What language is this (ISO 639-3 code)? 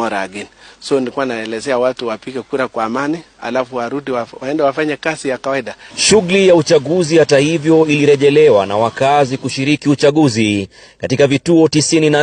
swa